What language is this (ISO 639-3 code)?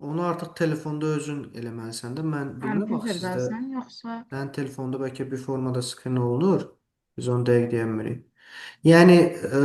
aze